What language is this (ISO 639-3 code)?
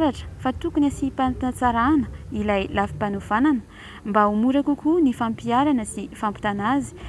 mlg